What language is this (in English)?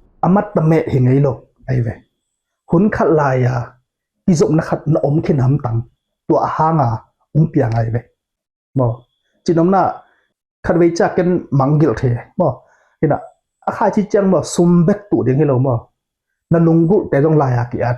Tedim Chin